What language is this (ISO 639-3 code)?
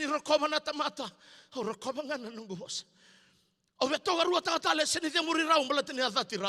fij